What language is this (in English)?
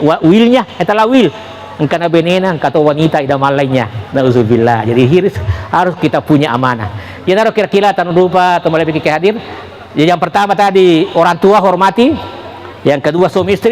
Buginese